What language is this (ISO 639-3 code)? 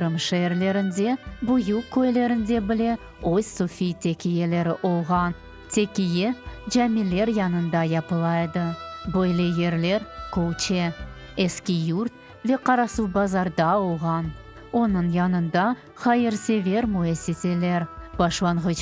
crh